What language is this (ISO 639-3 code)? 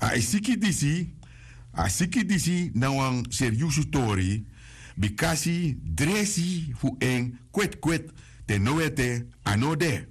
srn